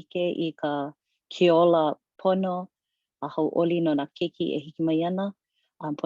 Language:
Hawaiian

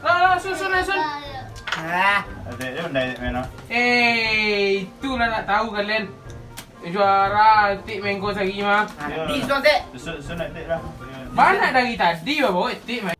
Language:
Minangkabau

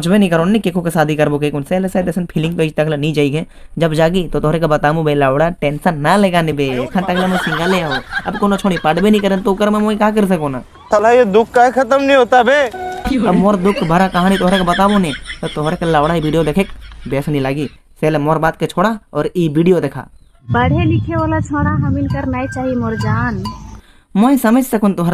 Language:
Sadri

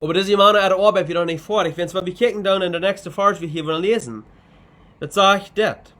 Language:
Plautdietsch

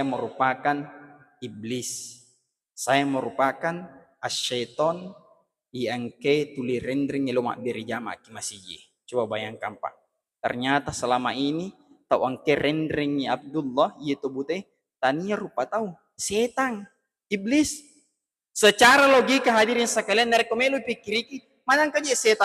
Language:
Buginese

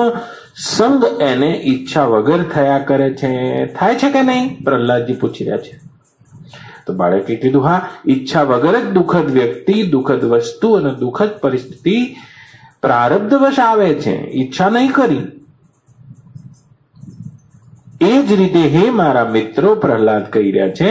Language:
Gujarati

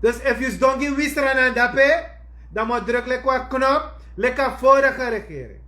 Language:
Sranan Tongo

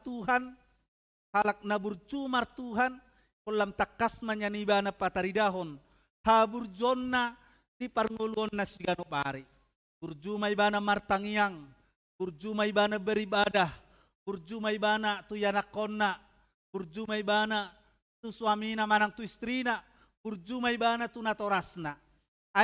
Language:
Batak Toba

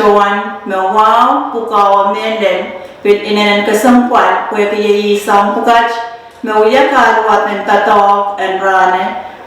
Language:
Pohnpeian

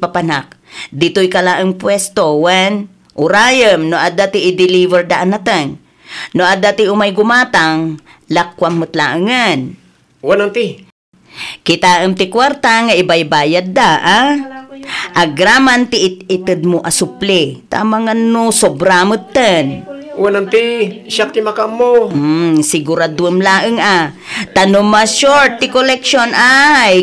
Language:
Iloko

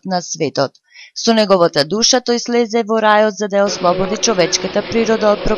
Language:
Macedonian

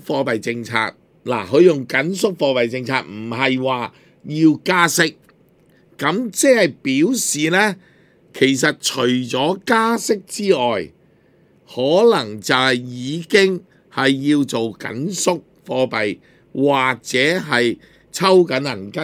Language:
Cantonese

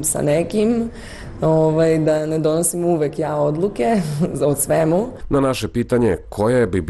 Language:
Serbian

